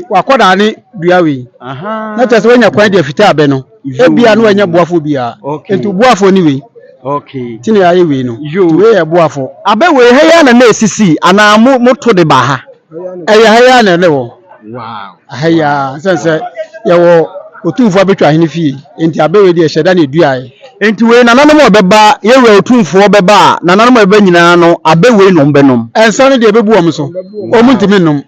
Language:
Akan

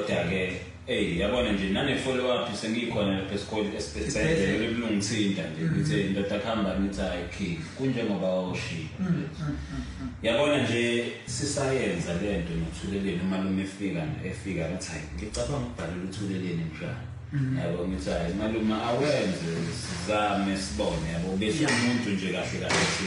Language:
Zulu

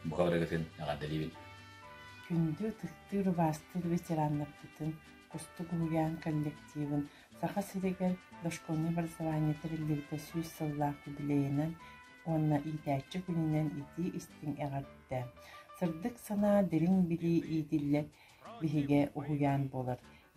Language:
Yakut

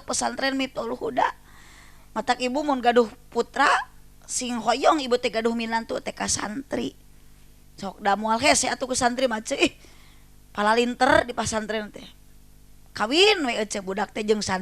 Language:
Sundanese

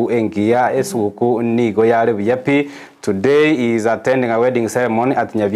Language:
Gusii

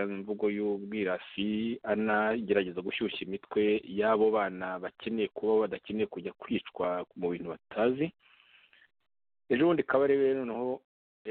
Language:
Kinyarwanda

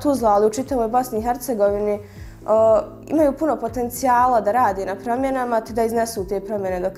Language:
Bosnian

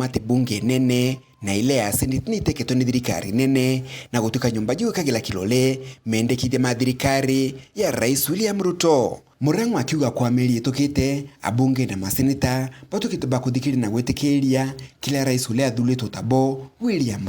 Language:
Meru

